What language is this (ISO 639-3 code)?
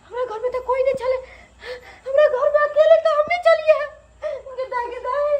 mai